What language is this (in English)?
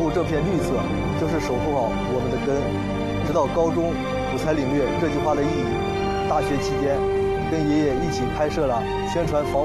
Chinese